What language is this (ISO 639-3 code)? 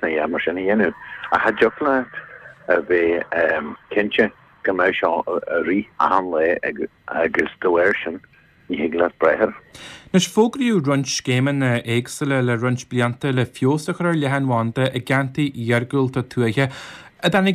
gle